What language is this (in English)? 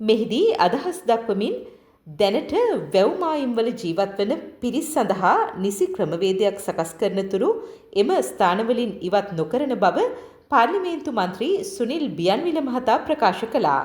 Sinhala